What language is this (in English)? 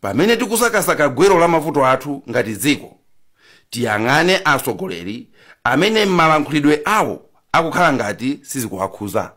Nyanja